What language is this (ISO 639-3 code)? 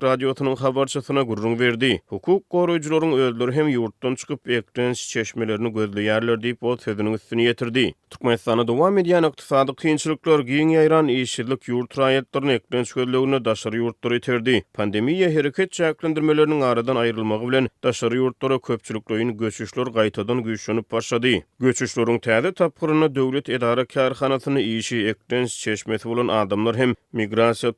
tuk